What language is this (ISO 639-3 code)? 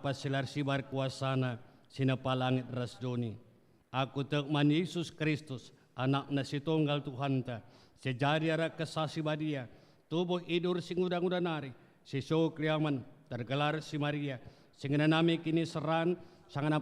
btx